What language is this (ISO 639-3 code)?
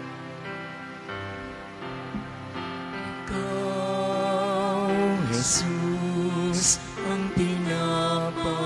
fil